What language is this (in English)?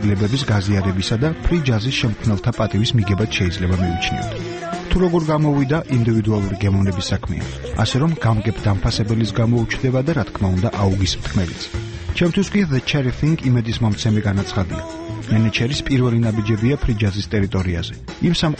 Georgian